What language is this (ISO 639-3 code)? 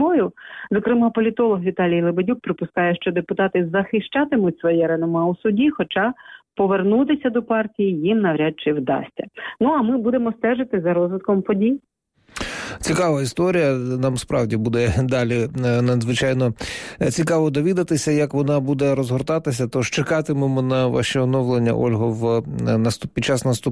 ukr